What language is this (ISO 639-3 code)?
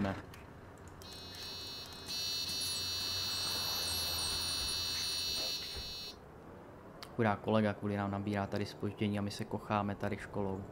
ces